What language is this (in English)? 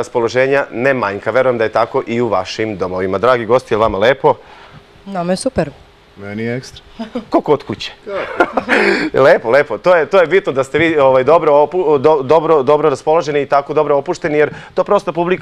Serbian